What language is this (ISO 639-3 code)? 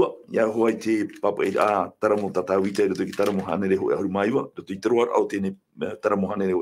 tah